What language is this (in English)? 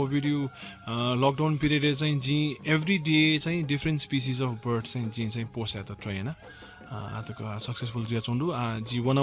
Newari